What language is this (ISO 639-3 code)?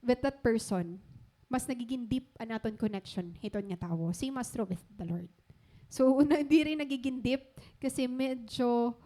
war